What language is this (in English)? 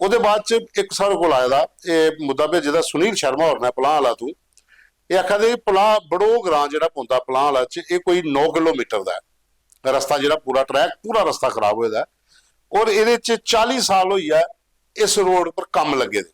Dogri